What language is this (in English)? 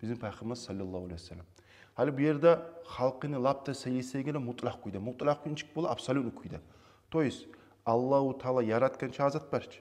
Kumyk